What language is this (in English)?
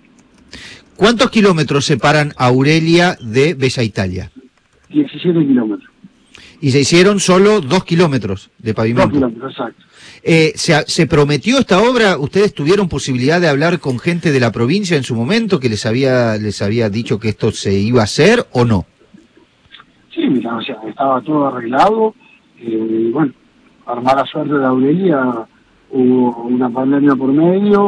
Spanish